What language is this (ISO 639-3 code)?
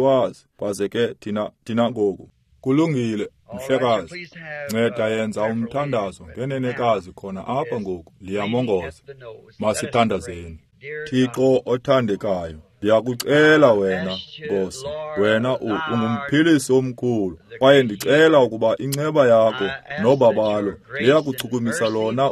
xho